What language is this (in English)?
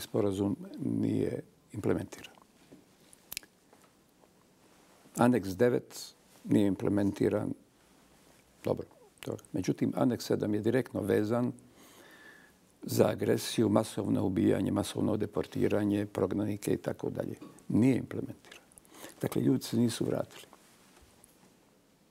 Bosnian